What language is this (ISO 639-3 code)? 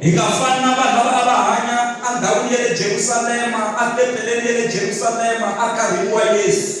tso